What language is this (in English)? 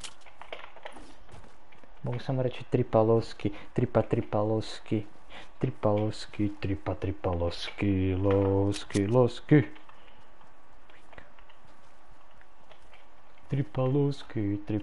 Croatian